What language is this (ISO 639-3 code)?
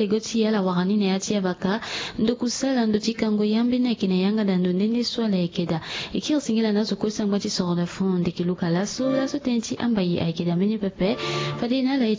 sag